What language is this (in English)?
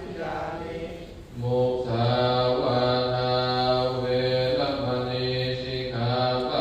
Pali